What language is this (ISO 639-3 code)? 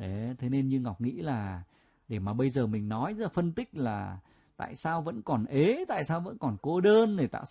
vie